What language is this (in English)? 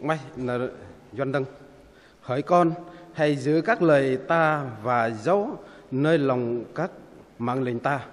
Bahnar